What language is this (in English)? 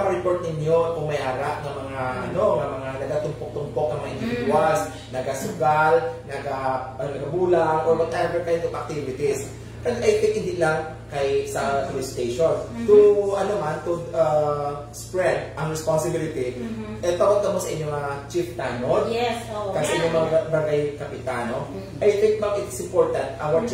Hiligaynon